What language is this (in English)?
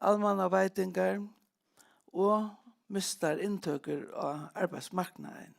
Faroese